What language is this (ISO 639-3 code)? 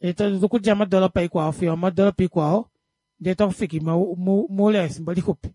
kua